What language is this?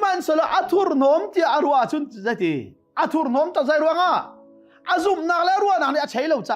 Hakha Chin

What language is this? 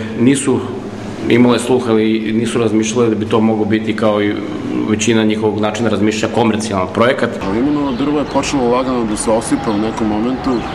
Serbian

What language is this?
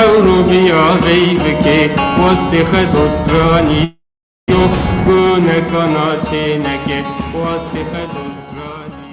Zaza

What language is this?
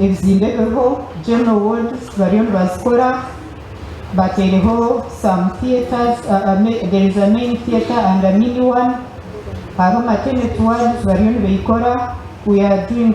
Nyankole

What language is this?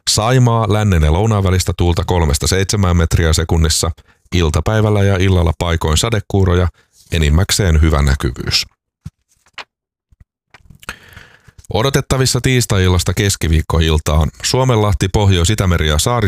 Finnish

